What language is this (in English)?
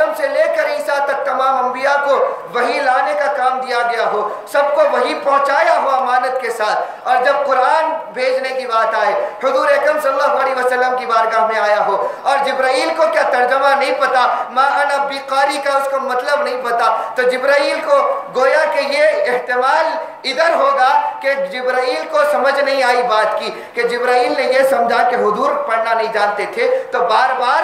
Urdu